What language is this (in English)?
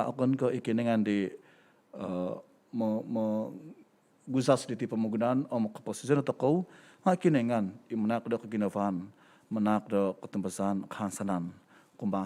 Central Dusun